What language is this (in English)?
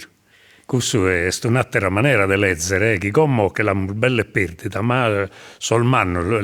Sardinian